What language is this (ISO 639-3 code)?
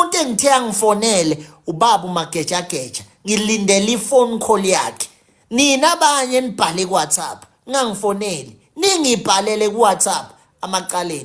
zul